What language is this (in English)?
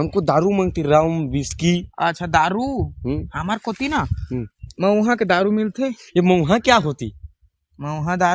Chhattisgarhi